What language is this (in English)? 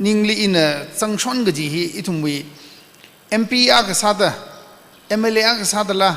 Tangkhul Naga (India)